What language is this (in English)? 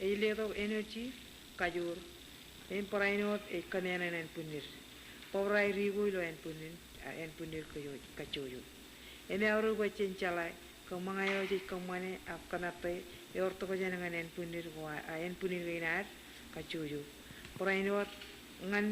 Marshallese